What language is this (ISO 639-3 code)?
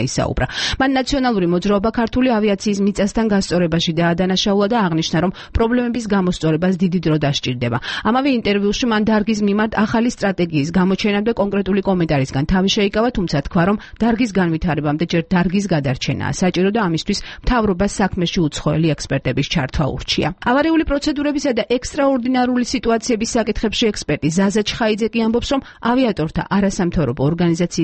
kat